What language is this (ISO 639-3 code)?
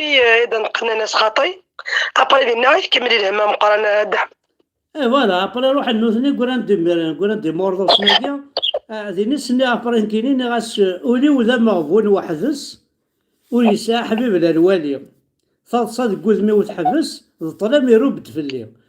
kab